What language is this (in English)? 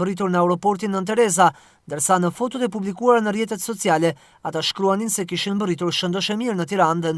Albanian